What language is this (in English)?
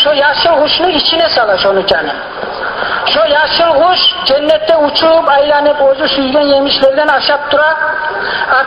Kumyk